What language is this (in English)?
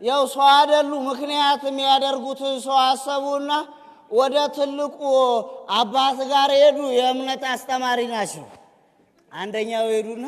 Amharic